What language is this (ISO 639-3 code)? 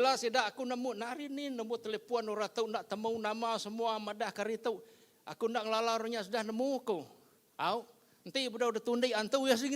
iba